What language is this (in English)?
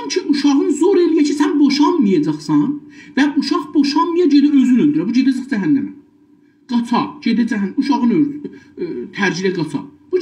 South Azerbaijani